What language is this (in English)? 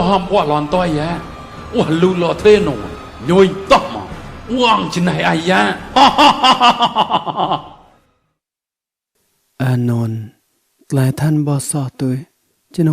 Mon